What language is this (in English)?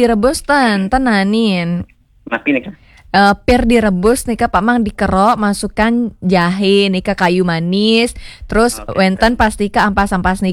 Balinese